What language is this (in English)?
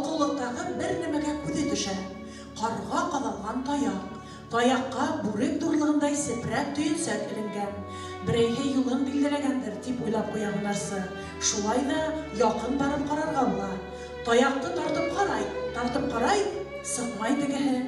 Bashkir